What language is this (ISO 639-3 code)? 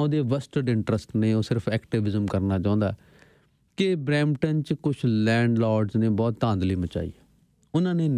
pan